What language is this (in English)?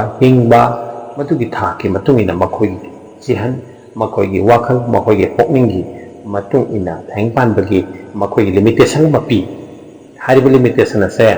Manipuri